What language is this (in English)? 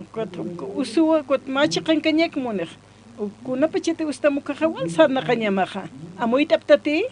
Aymara